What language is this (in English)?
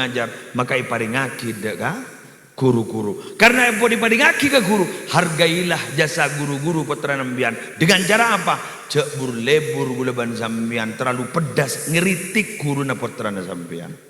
Madurese